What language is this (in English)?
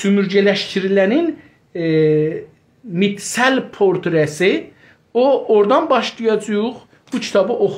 South Azerbaijani